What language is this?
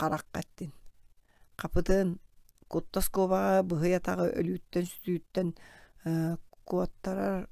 Yakut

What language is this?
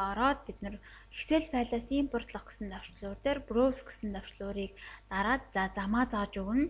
Mongolian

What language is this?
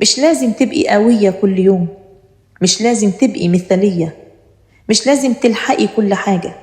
Egyptian Arabic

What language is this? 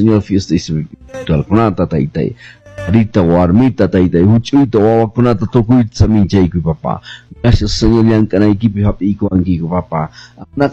Quechua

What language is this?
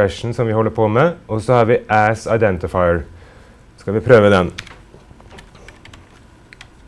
Norwegian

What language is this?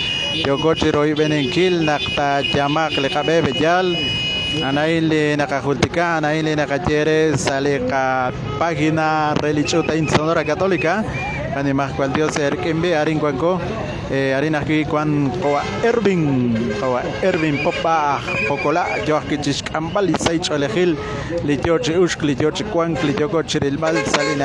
Kekchí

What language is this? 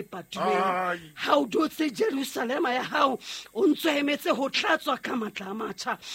Southern Sotho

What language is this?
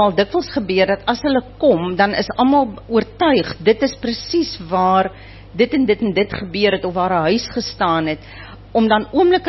Afrikaans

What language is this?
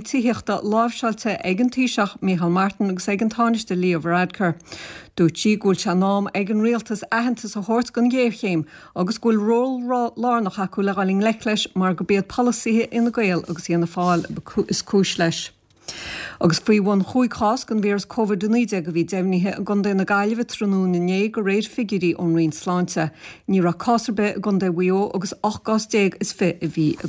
Irish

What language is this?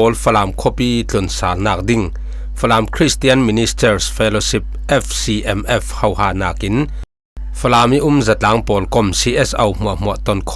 Falam Chin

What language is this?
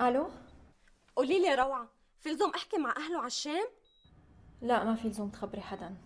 North Levantine Arabic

